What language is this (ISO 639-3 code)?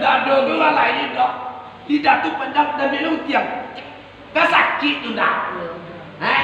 min